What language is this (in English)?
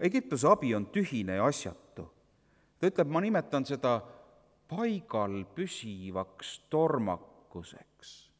Estonian